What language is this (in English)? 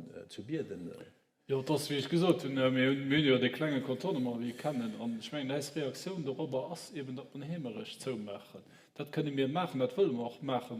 Luxembourgish